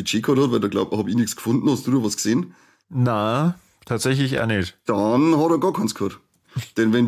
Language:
Bavarian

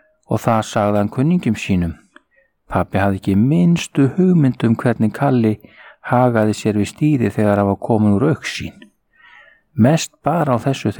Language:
Icelandic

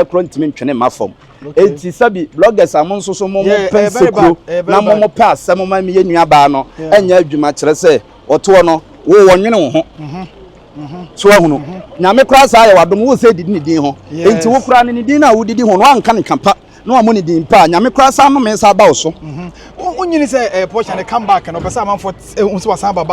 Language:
Akan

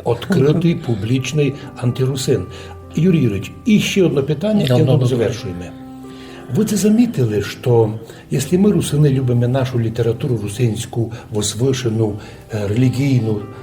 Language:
Rusyn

